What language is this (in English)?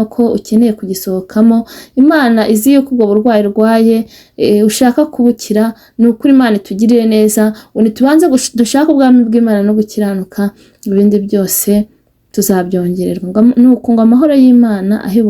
Kinyarwanda